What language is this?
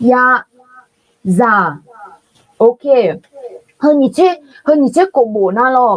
Akha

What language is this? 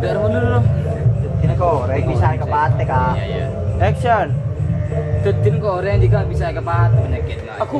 Madurese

